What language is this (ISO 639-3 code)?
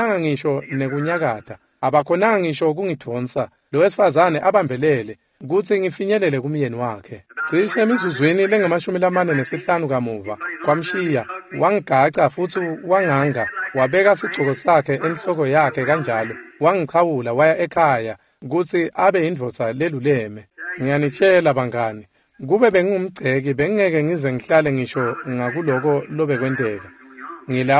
ssw